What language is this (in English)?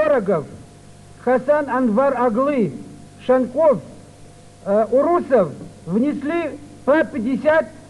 Kabardian